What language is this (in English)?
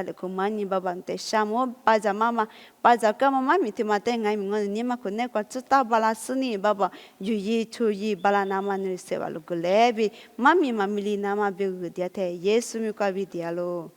Lisu